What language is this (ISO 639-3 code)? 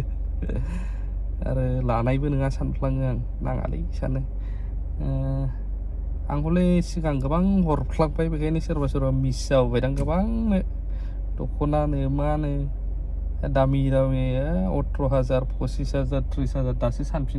brx